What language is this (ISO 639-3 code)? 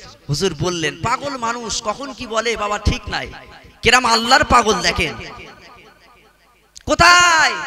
ben